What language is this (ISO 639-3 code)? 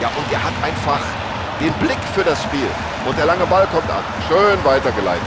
bar